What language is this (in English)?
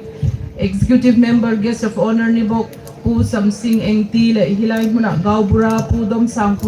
Hmar